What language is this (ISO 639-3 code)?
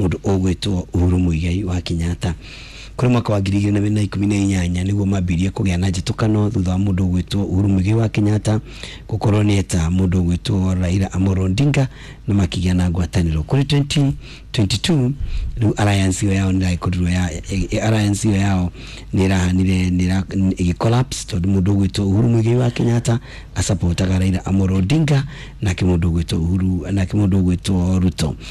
kik